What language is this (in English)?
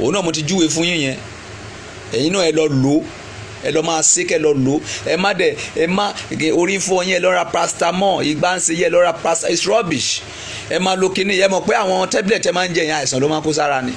Yoruba